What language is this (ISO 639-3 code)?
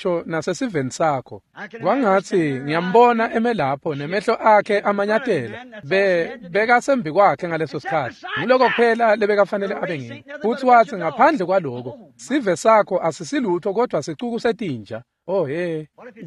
ssw